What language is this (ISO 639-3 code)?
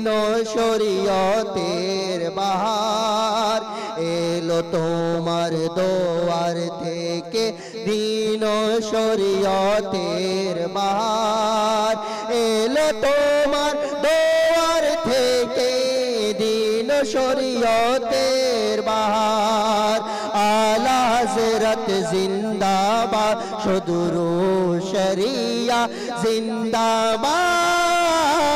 ben